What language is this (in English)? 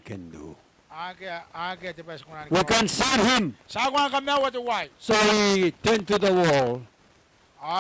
Gilbertese